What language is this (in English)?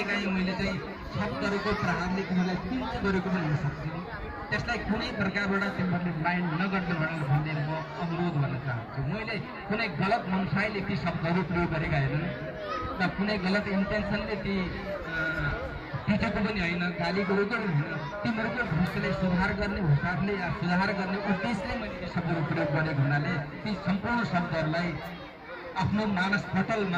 Nepali